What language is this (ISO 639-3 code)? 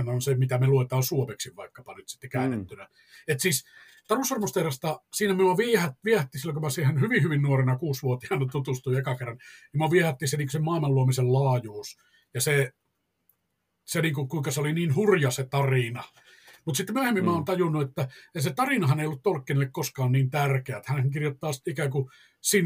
fin